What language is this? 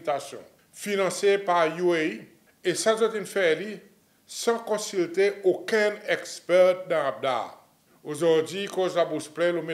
Seselwa Creole French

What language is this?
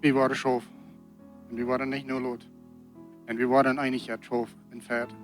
Plautdietsch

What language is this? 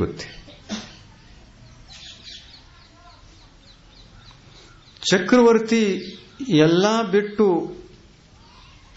Kannada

